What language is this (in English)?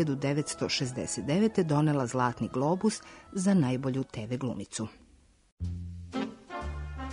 Serbian